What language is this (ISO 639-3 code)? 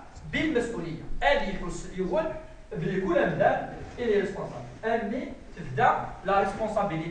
kab